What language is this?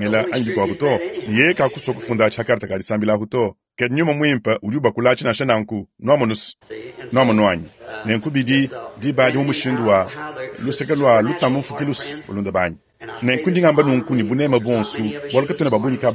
Luba-Lulua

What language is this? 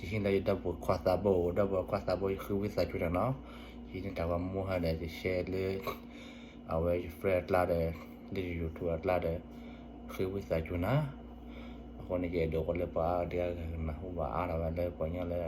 S'gaw Karen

